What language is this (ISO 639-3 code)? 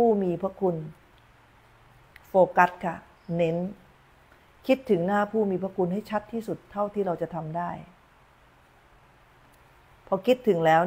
tha